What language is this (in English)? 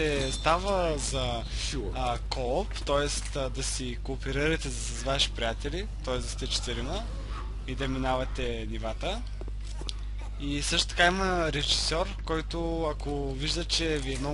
Bulgarian